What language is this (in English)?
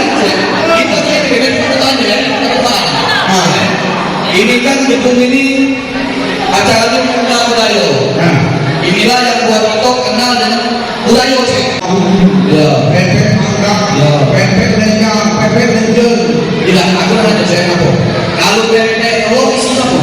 Musi